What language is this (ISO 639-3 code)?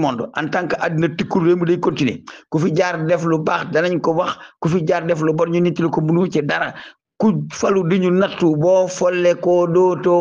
wol